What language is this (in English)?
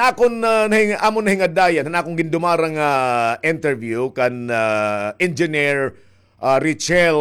Waray